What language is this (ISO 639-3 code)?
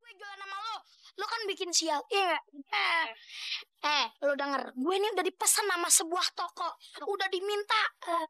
bew